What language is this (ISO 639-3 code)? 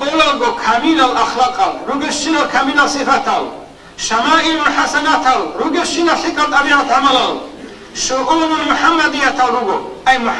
ava